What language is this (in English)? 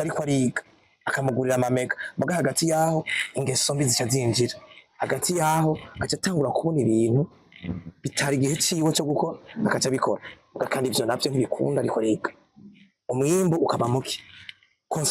Rundi